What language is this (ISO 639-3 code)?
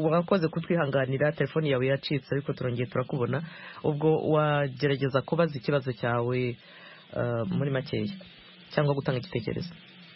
kin